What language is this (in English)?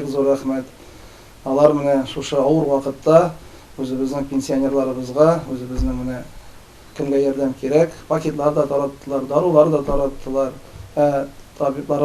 Tatar